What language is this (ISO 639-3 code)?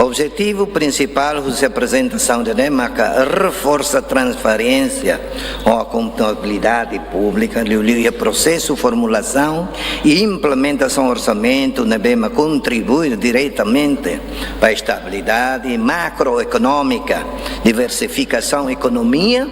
tet